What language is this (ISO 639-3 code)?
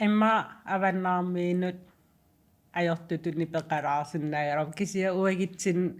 kal